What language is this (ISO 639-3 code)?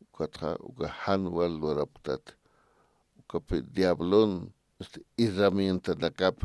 aym